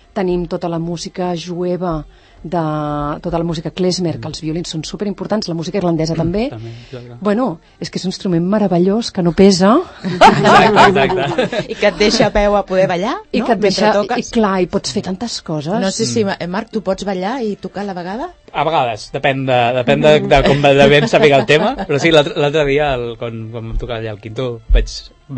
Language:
Catalan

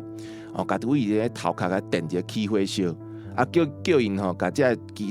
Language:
Min Nan Chinese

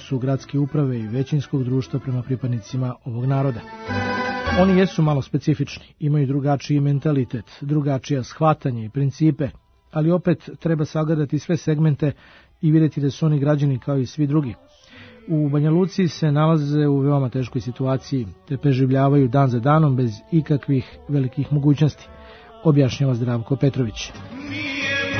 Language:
Serbian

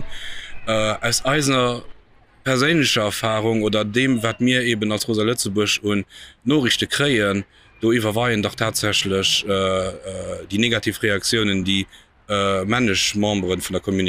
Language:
Luxembourgish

